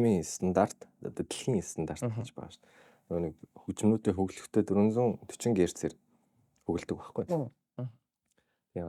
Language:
Mongolian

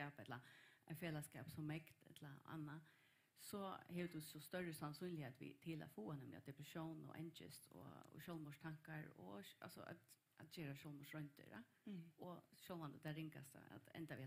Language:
Faroese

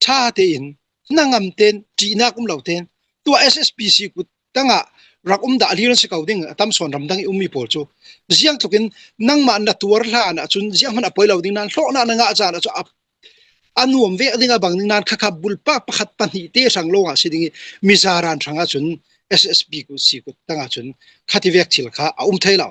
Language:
Hakha Chin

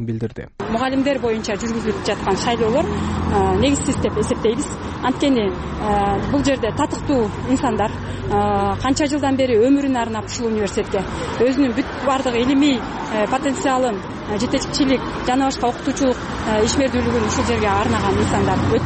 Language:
Kyrgyz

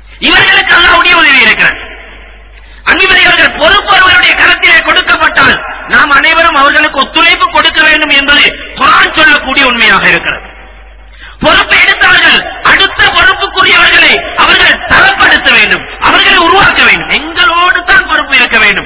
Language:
Tamil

